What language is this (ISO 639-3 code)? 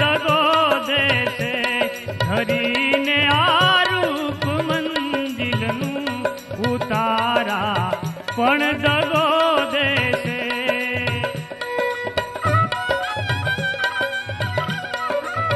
guj